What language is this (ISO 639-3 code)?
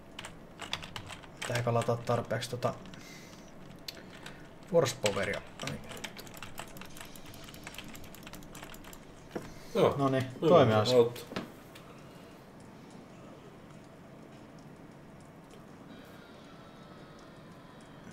fin